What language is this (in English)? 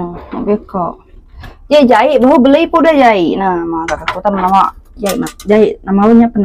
Iban